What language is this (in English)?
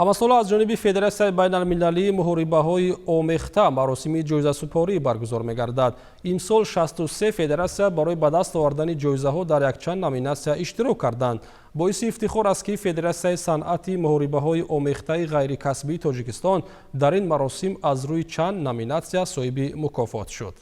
Tajik